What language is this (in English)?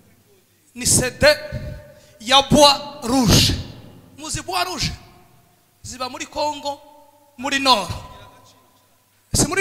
Kinyarwanda